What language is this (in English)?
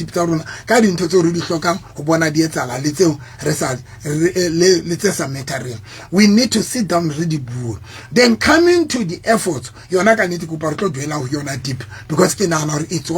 Southern Sotho